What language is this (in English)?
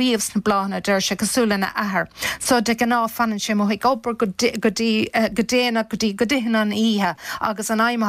Irish